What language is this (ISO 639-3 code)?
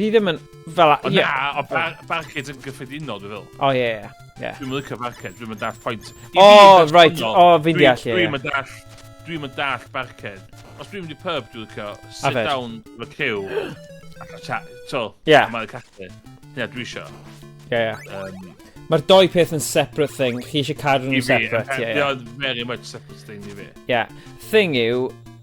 cym